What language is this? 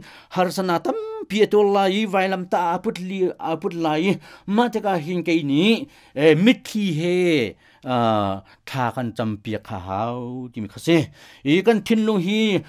Hakha Chin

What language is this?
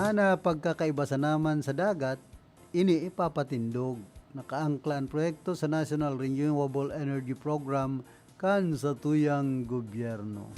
Bikol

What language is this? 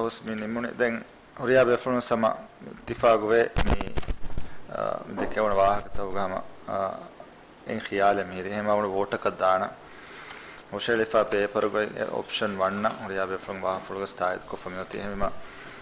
Divehi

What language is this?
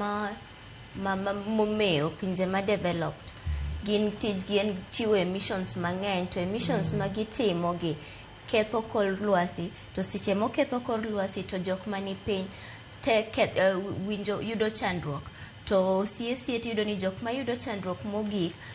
Luo (Kenya and Tanzania)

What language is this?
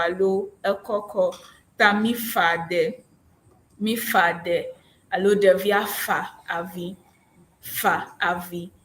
Ewe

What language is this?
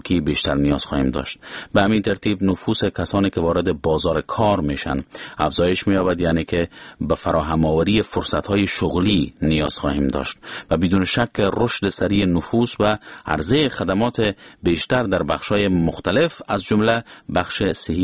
Persian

